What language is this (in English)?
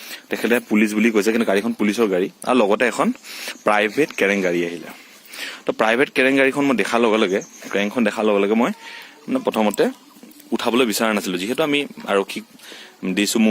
Assamese